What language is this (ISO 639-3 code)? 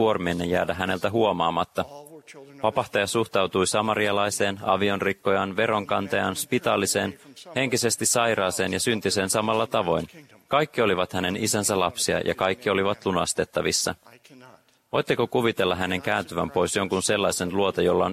fin